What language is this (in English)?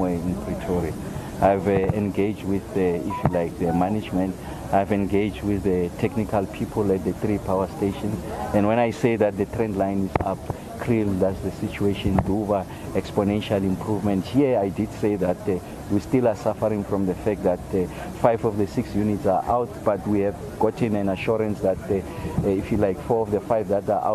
English